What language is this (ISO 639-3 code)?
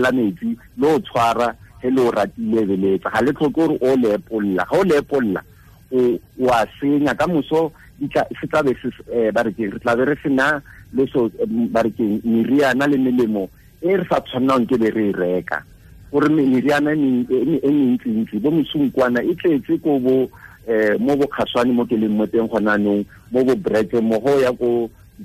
tsn